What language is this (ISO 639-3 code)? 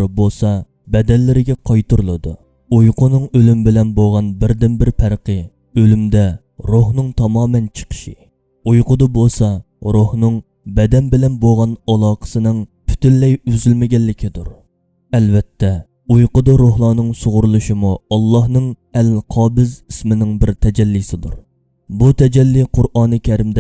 uig